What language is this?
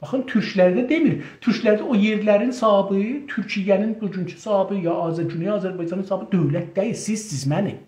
South Azerbaijani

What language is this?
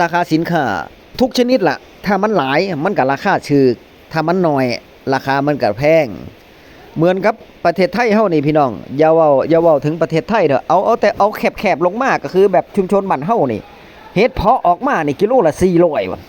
Northeastern Thai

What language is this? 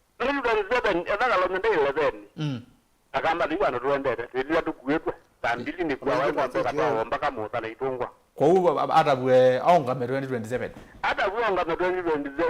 Kamba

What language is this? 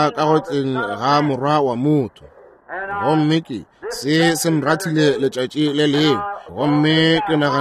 Northern Sotho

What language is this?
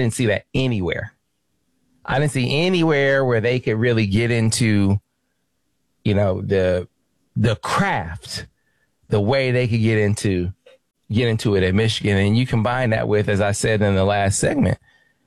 English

